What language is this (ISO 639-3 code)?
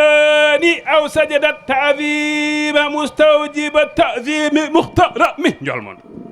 ful